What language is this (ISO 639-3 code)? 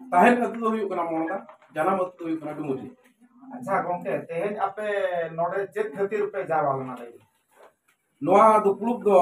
sat